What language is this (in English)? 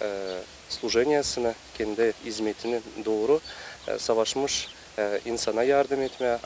Gagauz